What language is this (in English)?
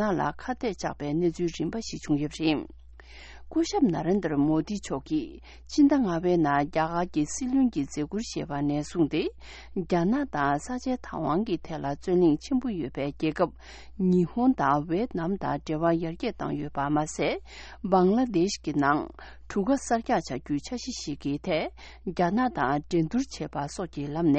Tibetan